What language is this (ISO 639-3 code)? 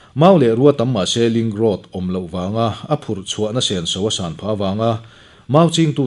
lus